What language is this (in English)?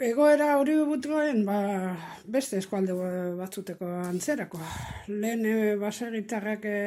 Basque